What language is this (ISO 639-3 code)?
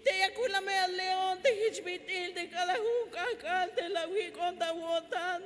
tzh